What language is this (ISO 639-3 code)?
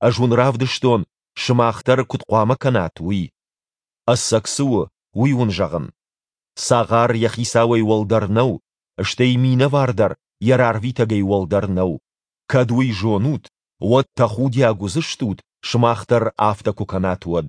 oss